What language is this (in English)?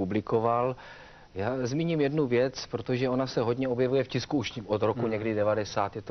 Czech